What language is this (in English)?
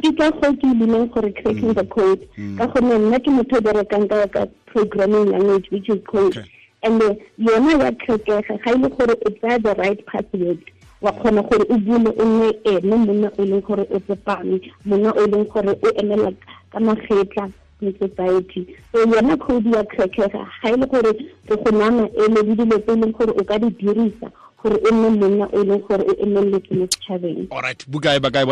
Tswana